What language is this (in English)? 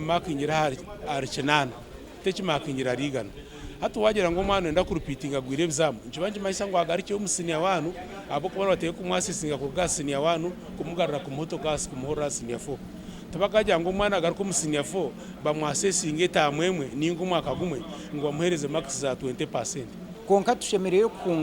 Nyankole